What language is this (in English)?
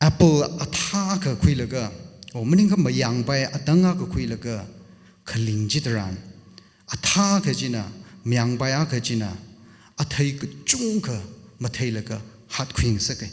Tangkhul Naga (India)